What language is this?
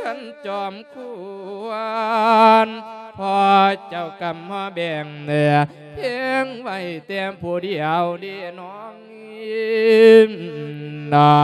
Lao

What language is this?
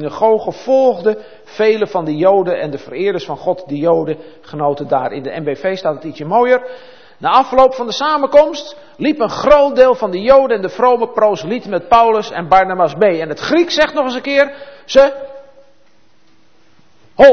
Dutch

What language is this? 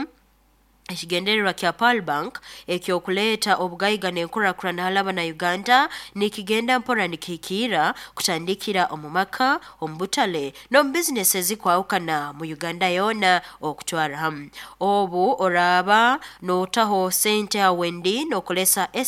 Nyoro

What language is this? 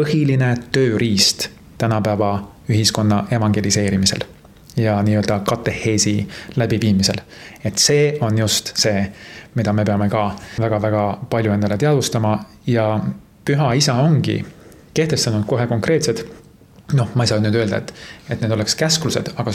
Estonian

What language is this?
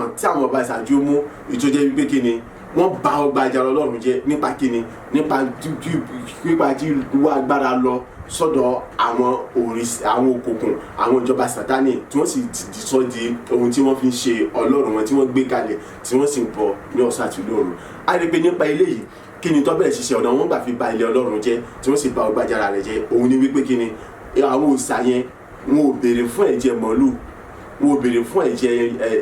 Yoruba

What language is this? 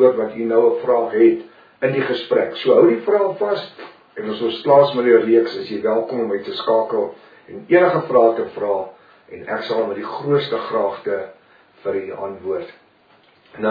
Afrikaans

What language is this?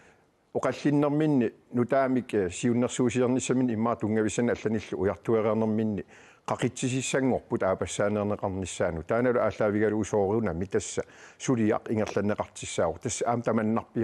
Kalaallisut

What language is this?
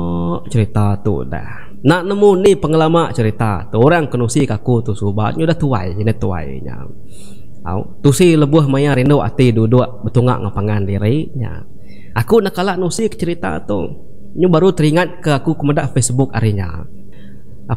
Iban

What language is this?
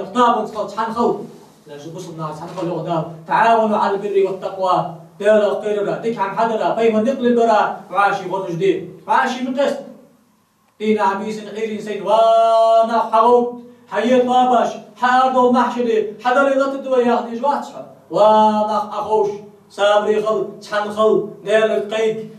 Ingush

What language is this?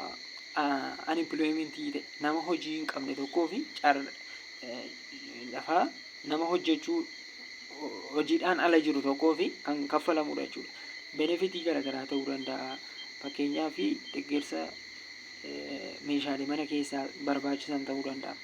Oromo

